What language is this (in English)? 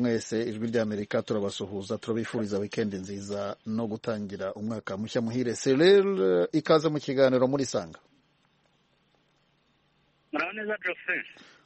Kinyarwanda